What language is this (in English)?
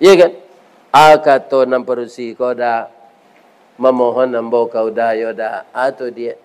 Minangkabau